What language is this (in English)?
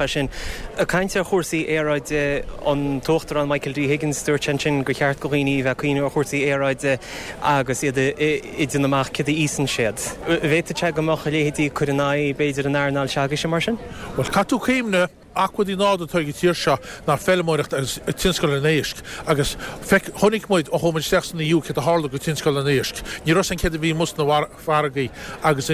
Irish